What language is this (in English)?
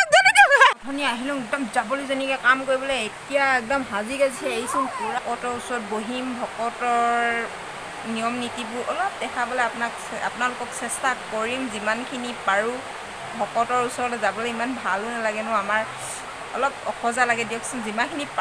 Assamese